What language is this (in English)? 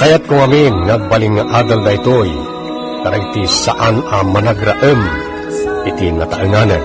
Iloko